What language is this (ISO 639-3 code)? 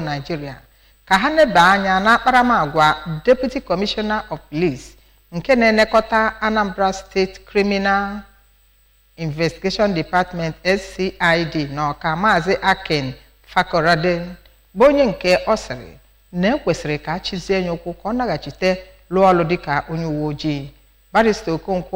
ibo